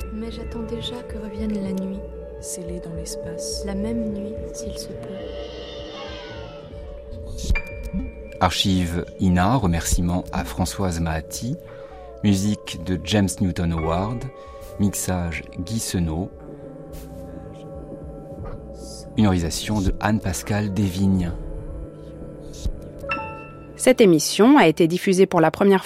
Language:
French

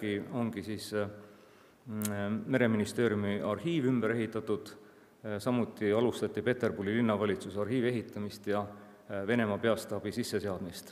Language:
Estonian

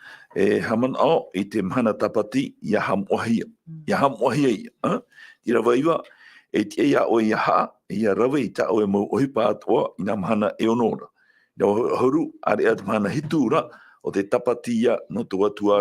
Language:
Tahitian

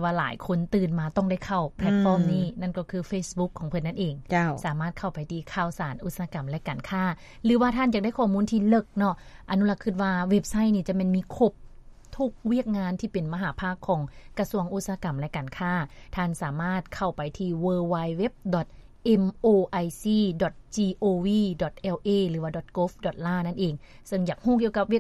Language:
Lao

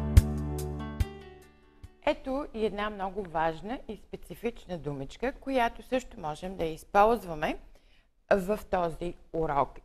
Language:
Bulgarian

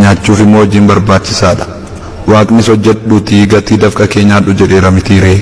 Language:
Oromo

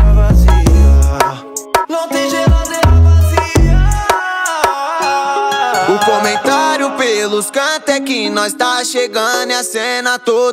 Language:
Portuguese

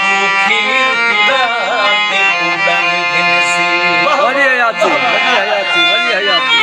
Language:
Saraiki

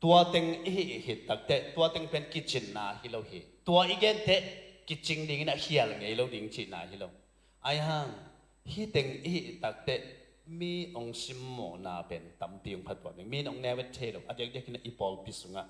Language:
Tedim Chin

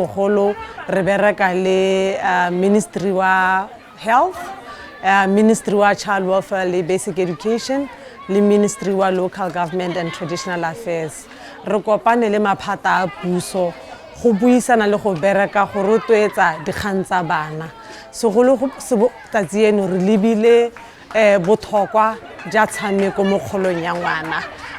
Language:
Tswana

